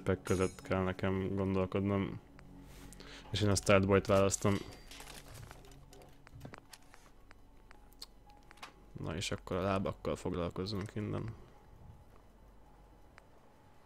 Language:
Hungarian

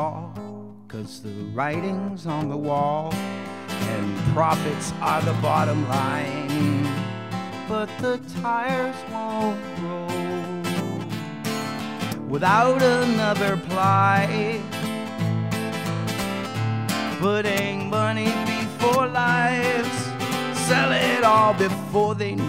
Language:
English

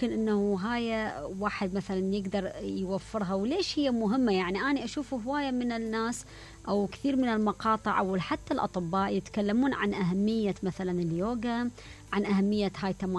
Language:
Mesopotamian Arabic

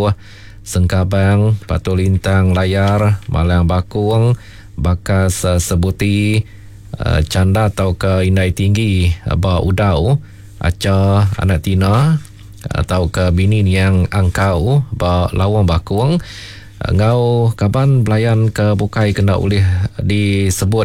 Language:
Iban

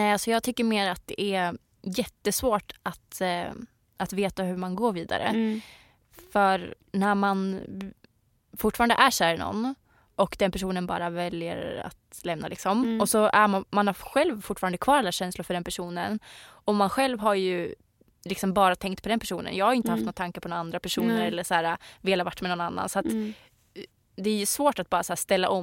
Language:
Swedish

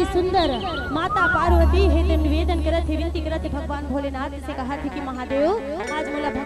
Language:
Chhattisgarhi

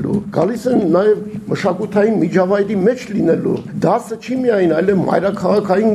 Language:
Armenian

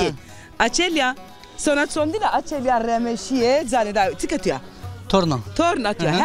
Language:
Zaza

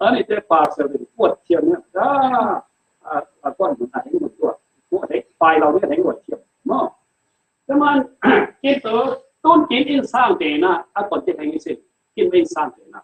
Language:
Falam Chin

